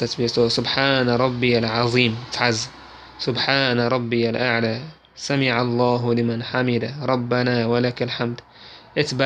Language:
Chechen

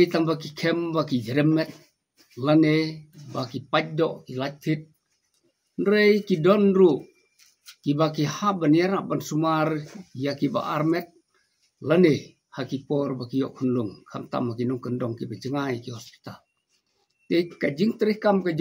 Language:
Khasi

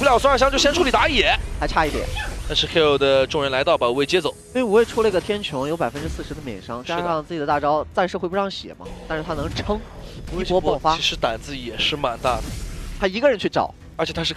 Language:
Chinese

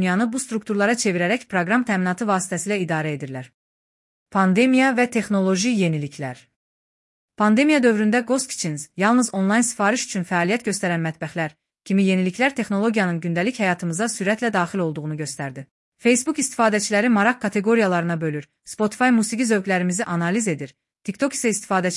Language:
Azerbaijani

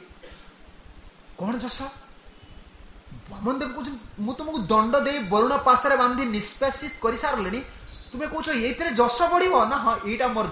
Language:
Odia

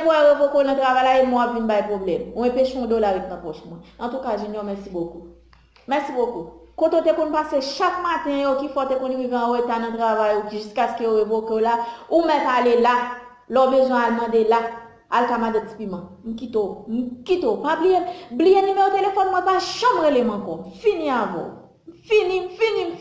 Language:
Haitian Creole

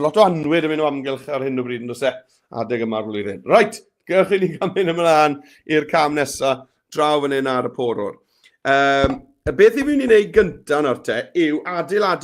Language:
Welsh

